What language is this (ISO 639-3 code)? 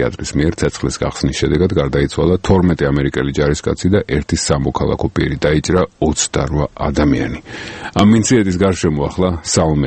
kat